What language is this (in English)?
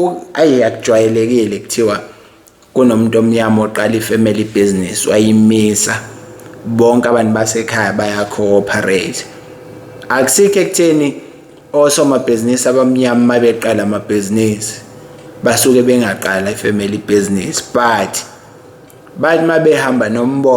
Zulu